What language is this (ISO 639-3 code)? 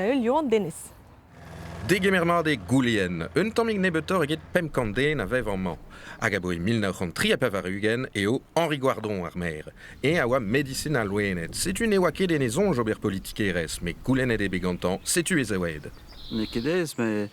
bre